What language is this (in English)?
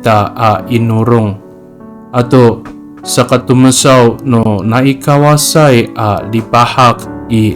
Amis